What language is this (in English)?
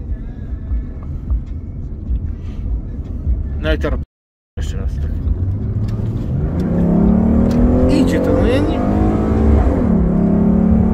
Polish